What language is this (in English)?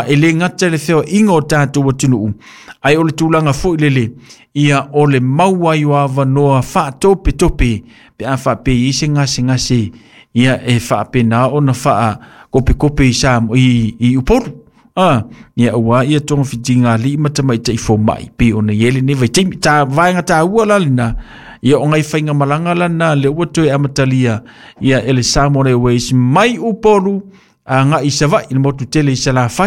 Samoan